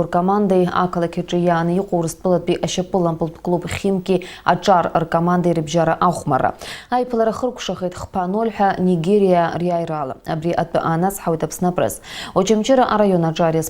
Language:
Abkhazian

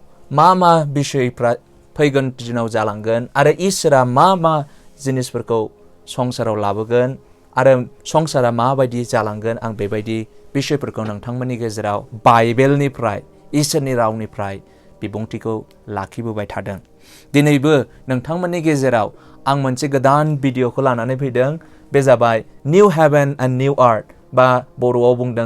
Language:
Bodo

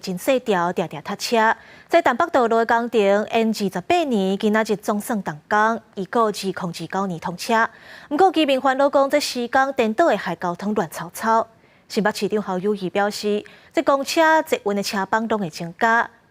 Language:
Min Nan Chinese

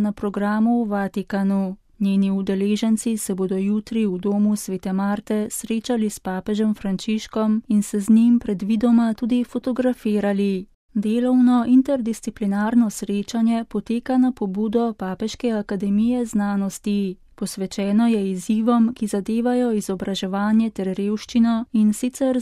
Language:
Slovenian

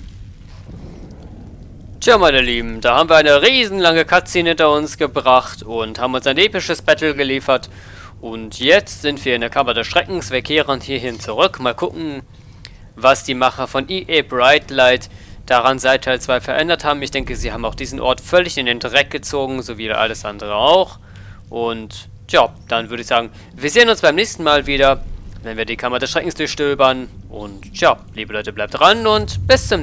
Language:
German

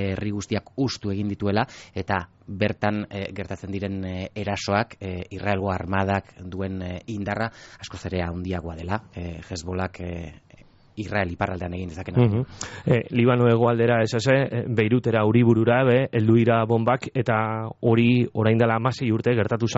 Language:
Basque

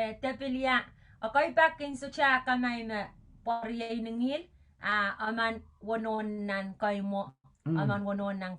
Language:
Pohnpeian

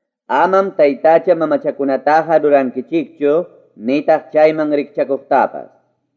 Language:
Ayacucho Quechua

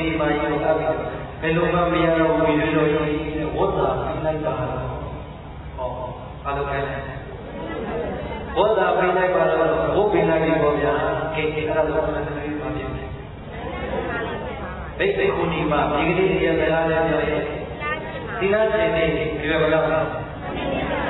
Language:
Burmese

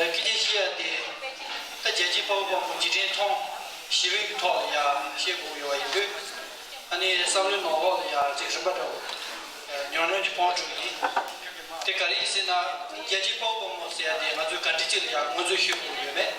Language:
Tibetan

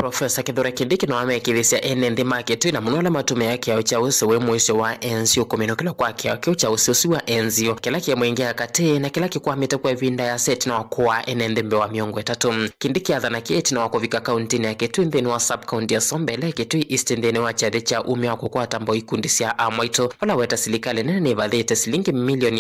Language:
Kamba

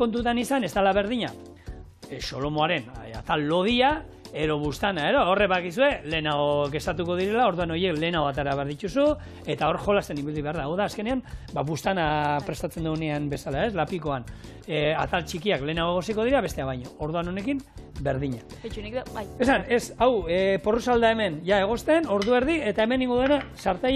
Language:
Basque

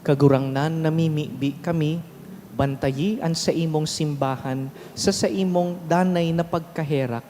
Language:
Bikol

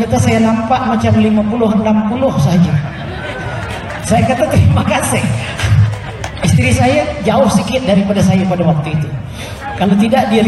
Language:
Malay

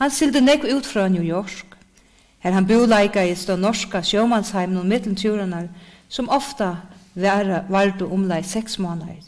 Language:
Faroese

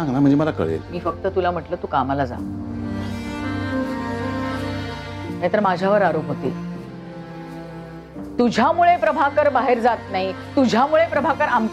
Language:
Marathi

